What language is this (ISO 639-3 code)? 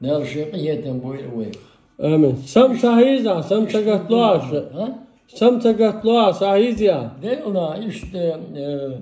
che